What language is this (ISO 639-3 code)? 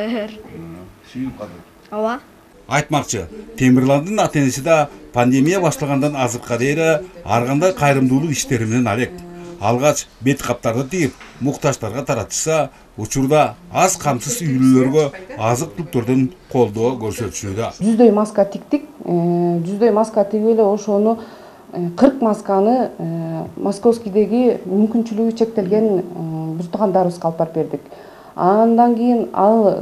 kir